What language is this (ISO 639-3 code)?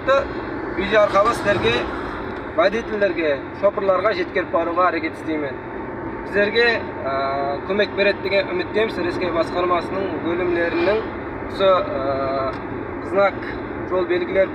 kaz